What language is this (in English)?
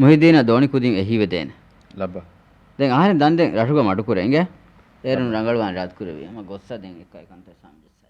Divehi